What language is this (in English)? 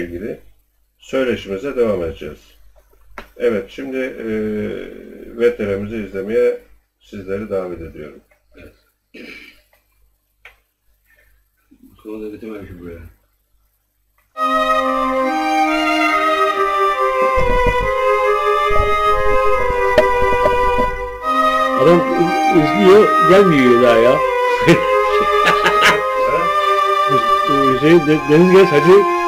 Turkish